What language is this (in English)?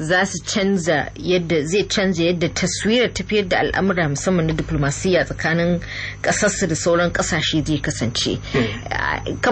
Hausa